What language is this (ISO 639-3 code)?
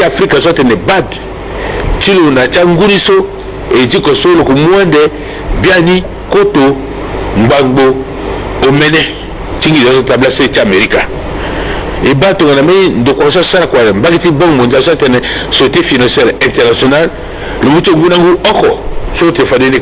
sag